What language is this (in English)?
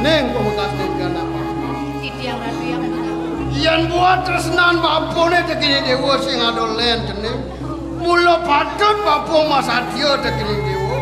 Balinese